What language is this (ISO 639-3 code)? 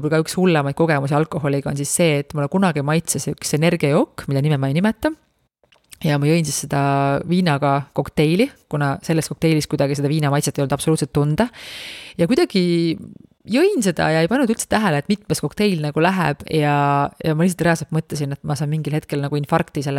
est